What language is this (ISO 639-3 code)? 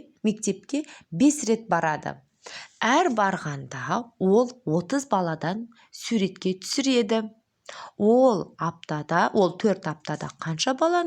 kaz